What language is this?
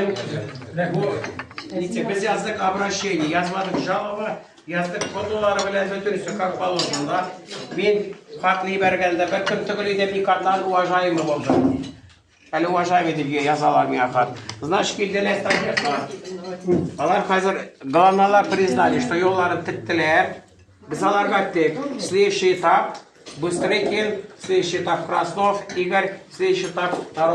Tatar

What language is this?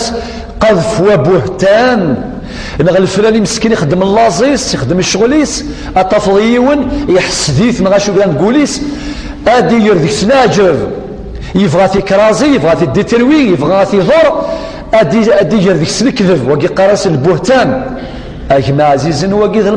Kabyle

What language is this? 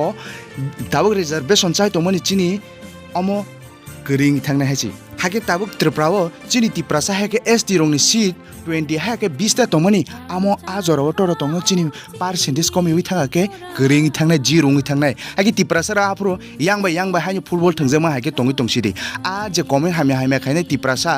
Kok Borok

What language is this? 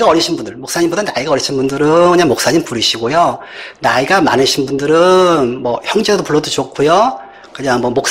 Korean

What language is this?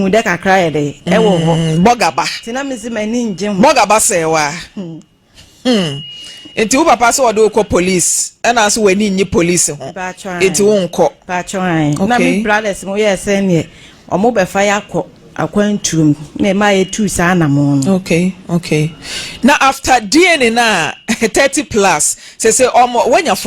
Akan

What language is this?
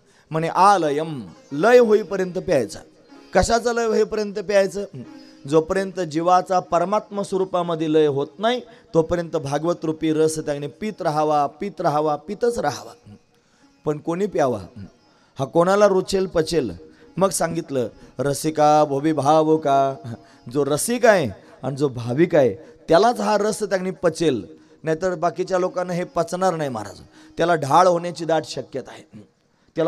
Marathi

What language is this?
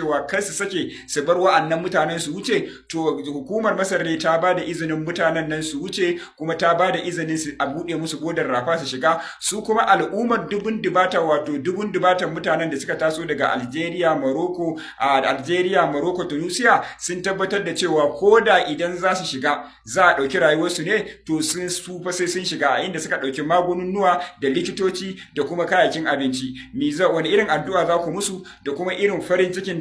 Hausa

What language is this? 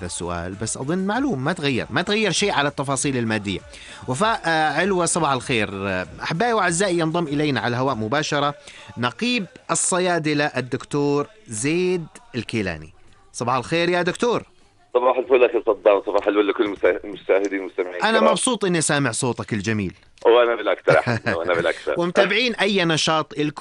North Levantine Arabic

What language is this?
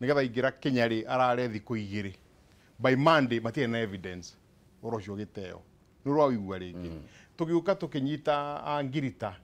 Kikuyu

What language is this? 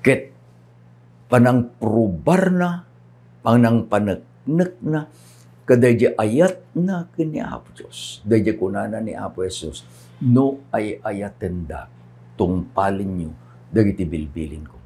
Iloko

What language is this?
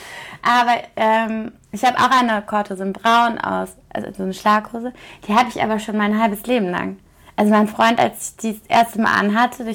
German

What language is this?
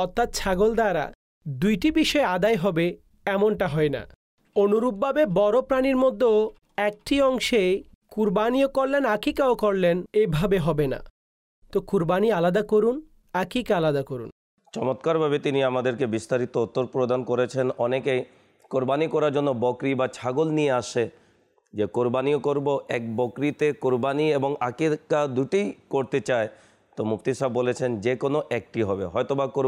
Bangla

